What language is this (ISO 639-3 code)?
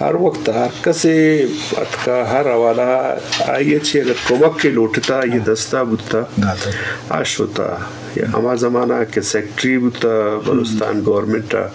bgp